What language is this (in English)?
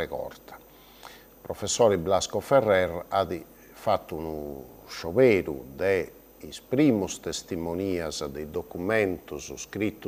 Sardinian